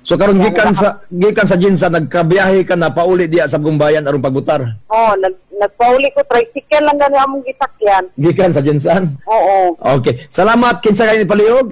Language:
Cebuano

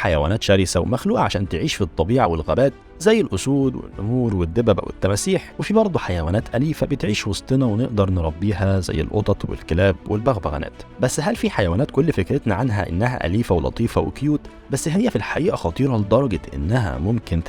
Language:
Egyptian Arabic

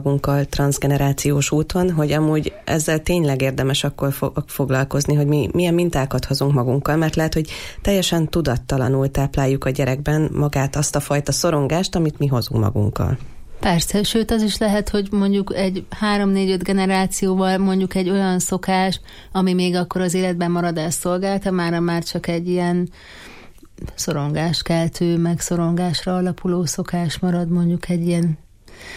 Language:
Hungarian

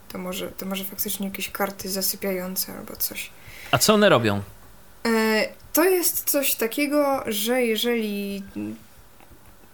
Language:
Polish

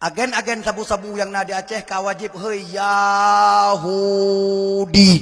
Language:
Achinese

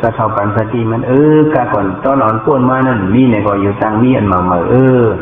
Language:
Shan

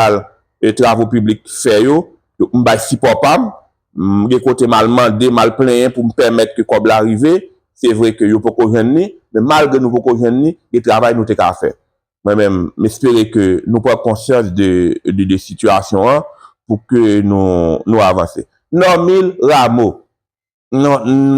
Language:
Haitian Creole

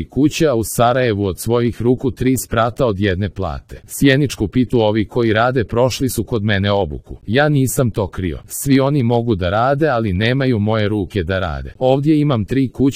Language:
Serbian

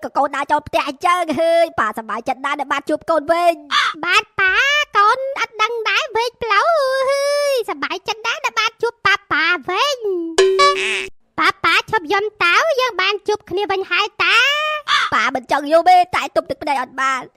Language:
Khmer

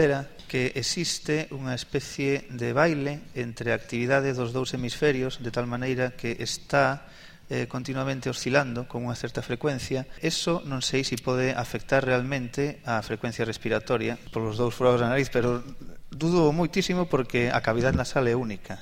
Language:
Galician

